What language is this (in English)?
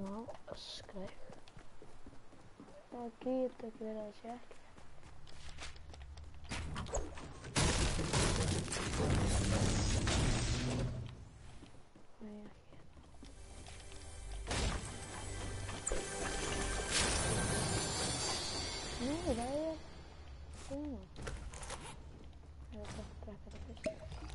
Icelandic